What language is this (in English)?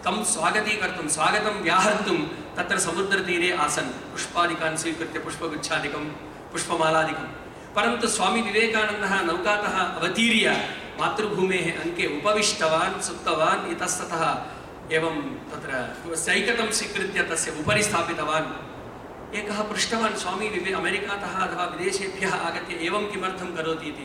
Sanskrit